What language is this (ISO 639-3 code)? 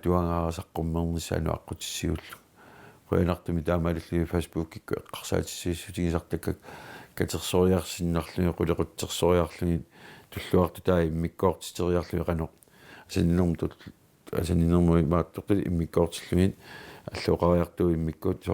kal